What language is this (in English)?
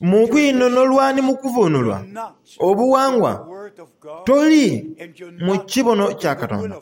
Soga